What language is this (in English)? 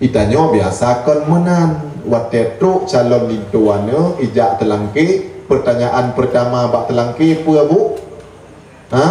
Achinese